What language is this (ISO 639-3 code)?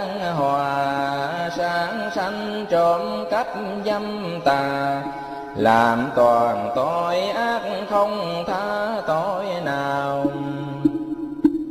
vie